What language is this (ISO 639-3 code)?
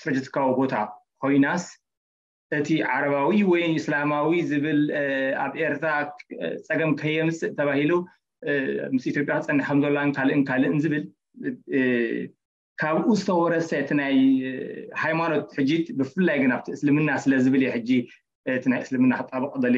tir